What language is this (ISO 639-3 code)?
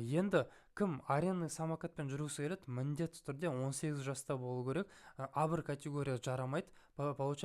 kaz